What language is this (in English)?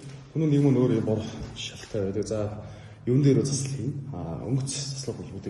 Mongolian